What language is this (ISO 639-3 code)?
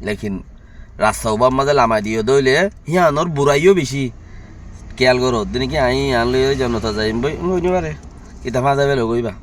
rhg